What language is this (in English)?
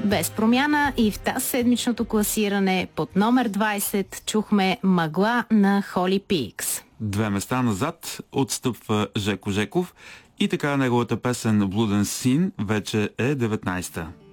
Bulgarian